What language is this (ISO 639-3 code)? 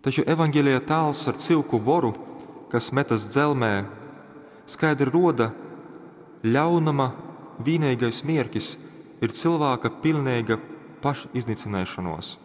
ltg